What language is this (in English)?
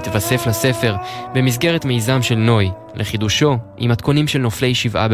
Hebrew